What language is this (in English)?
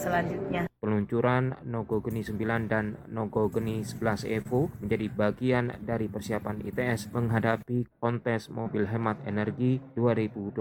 Indonesian